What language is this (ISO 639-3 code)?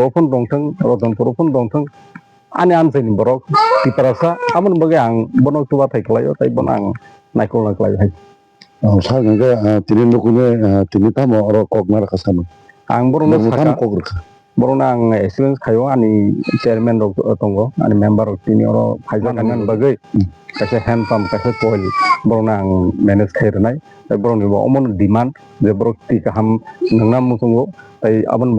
trp